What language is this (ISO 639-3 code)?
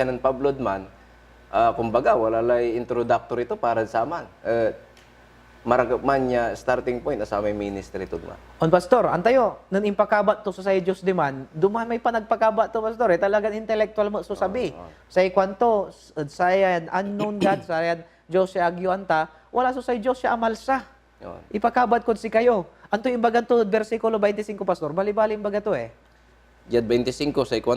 pag